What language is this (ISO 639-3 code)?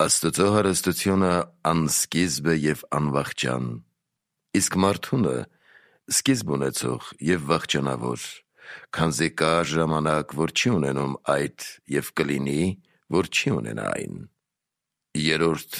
hye